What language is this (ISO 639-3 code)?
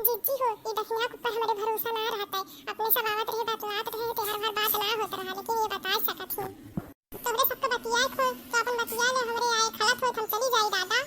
awa